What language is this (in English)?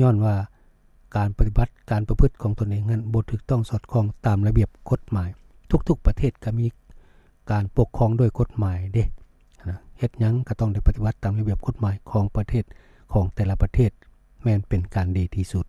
Lao